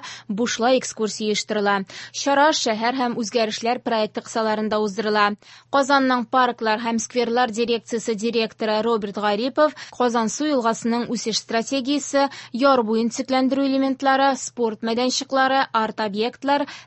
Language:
Tatar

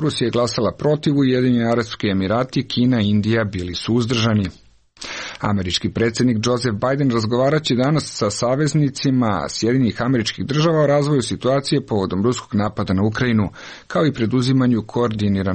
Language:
Serbian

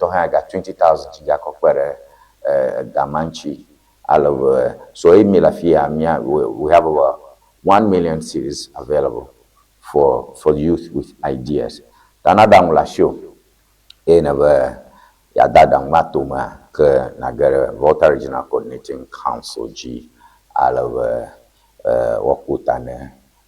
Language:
Ewe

